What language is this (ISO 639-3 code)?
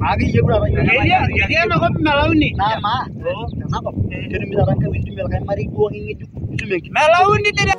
mas